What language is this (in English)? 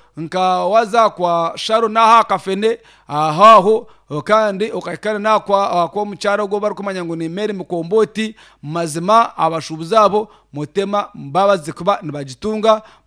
Nyankole